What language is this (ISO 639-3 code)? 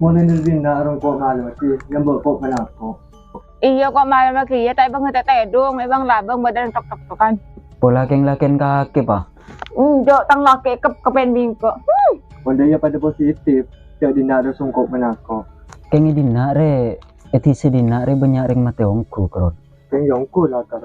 mad